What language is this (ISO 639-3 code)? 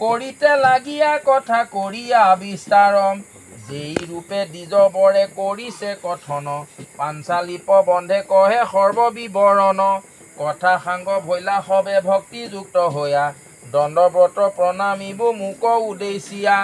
asm